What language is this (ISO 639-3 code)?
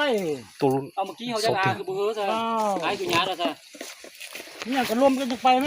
lao